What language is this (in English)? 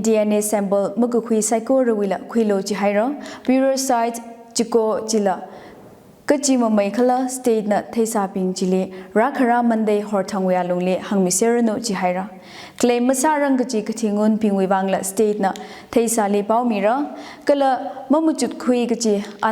Tangkhul Naga (India)